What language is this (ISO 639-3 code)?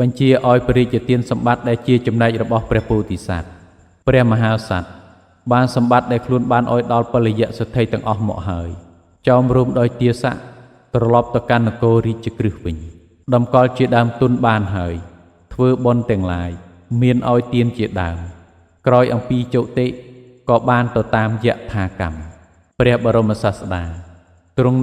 khm